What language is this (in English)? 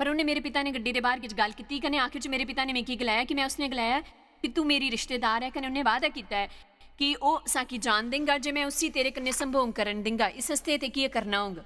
Dogri